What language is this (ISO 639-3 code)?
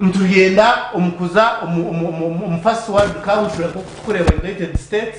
nyn